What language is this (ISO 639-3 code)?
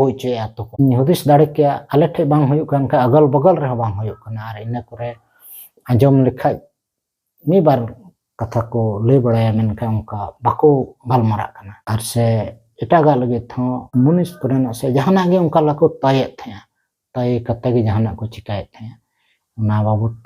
sat